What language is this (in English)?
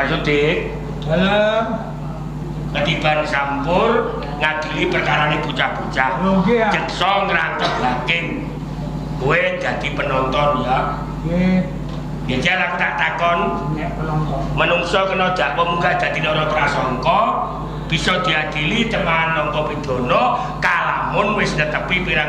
Javanese